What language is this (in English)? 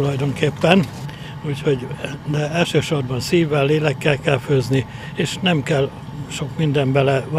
Hungarian